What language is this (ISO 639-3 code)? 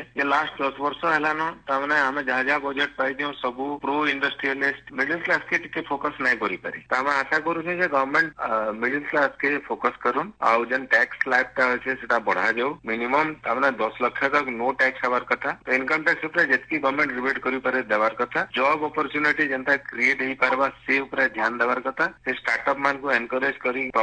ori